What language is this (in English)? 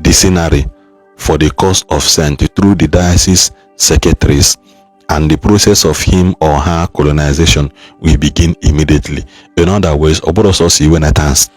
Igbo